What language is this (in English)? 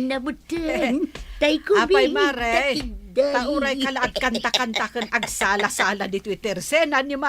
Iloko